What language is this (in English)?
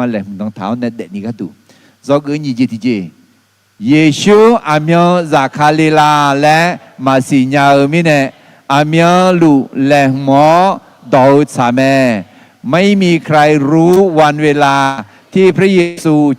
Akha